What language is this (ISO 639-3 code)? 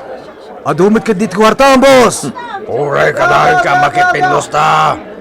ilo